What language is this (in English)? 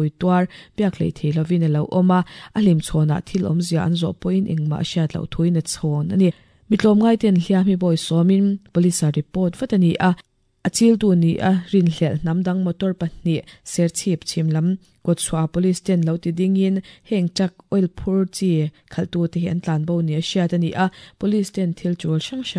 Mizo